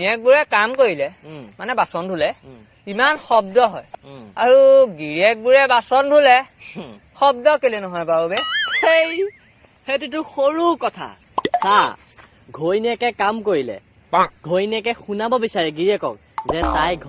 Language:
Assamese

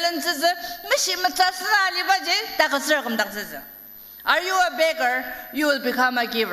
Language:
Ao Naga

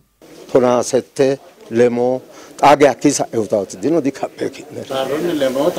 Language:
Sidamo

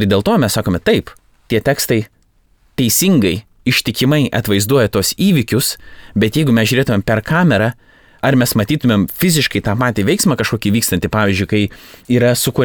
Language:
Lithuanian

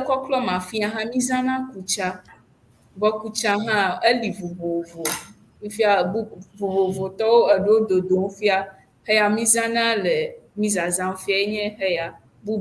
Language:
Ewe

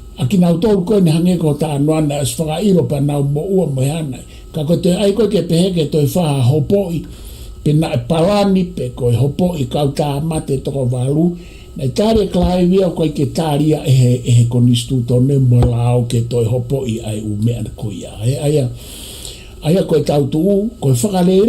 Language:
Tongan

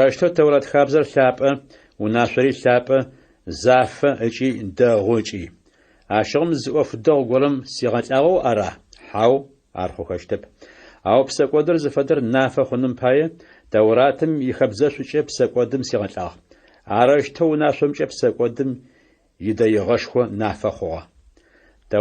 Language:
Adyghe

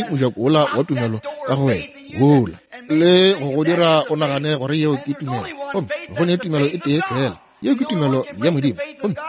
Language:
Northern Sotho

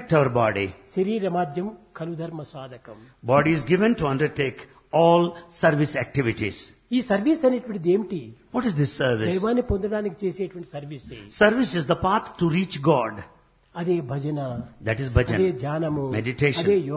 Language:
Telugu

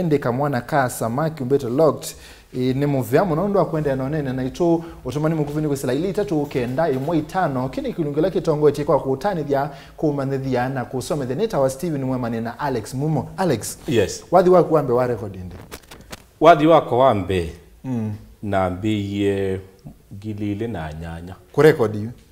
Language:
Kamba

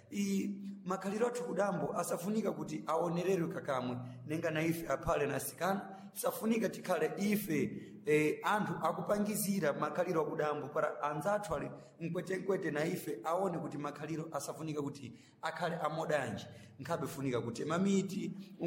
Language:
Sena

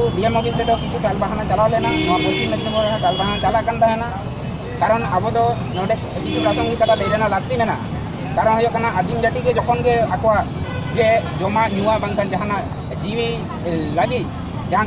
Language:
Santali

